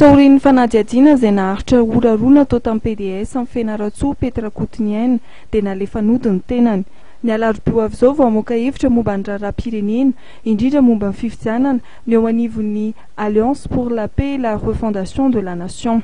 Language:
Malagasy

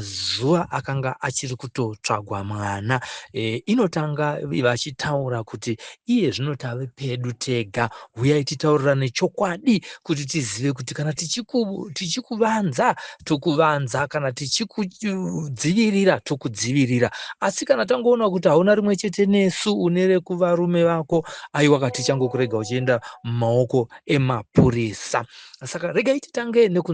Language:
Shona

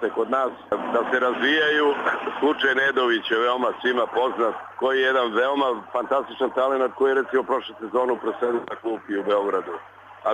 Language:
Serbian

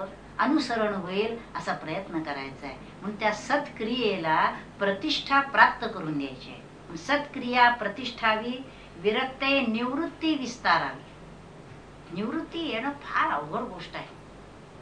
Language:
Marathi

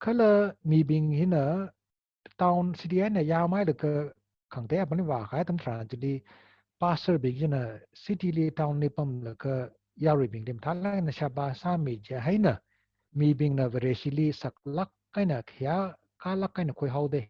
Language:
Tangkhul Naga (India)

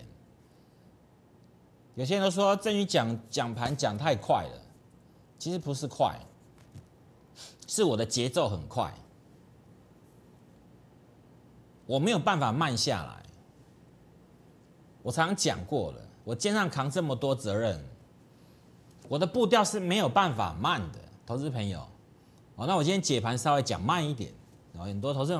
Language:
Chinese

